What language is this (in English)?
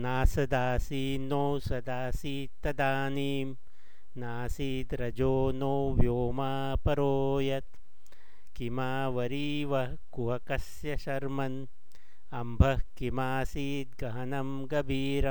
Sanskrit